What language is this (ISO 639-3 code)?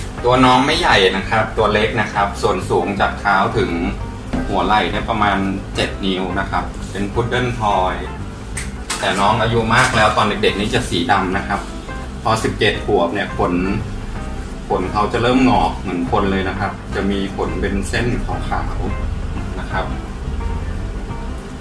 tha